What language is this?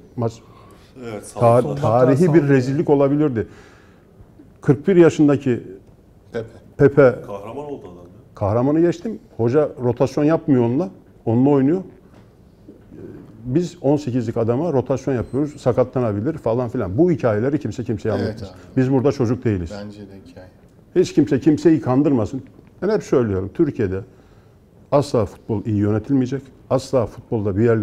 Turkish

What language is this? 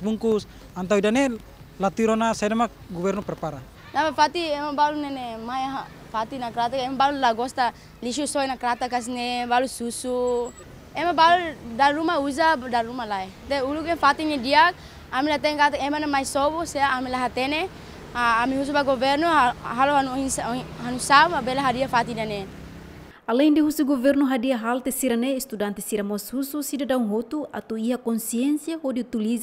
Tetum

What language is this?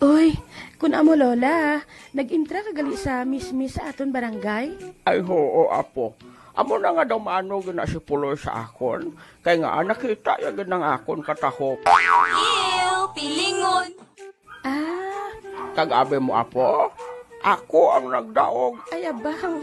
Hiligaynon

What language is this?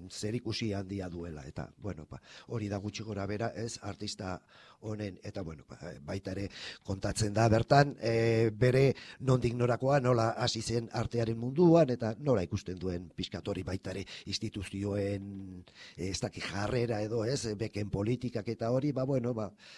Basque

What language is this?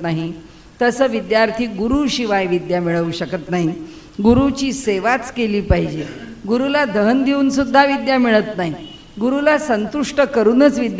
Marathi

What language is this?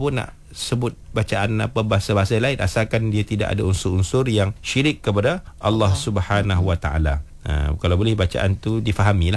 Malay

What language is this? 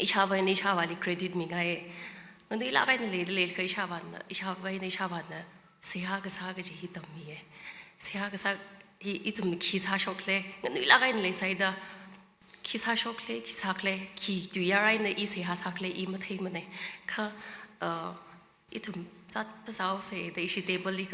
Tangkhul Naga (India)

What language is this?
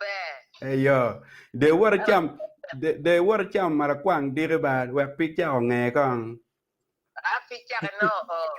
Acoli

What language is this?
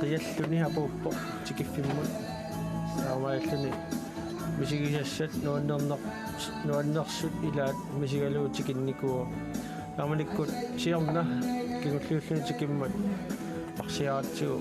Kalaallisut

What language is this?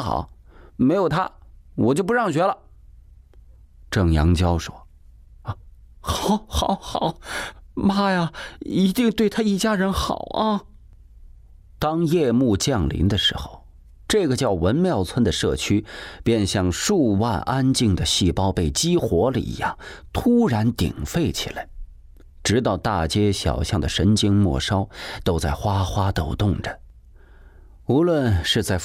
Chinese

